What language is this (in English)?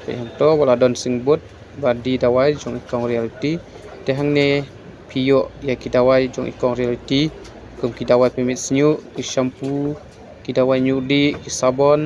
Khasi